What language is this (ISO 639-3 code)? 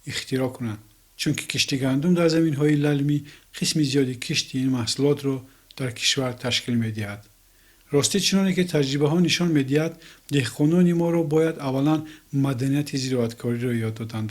tgk